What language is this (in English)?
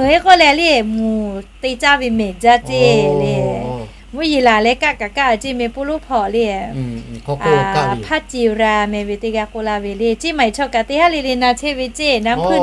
Lahu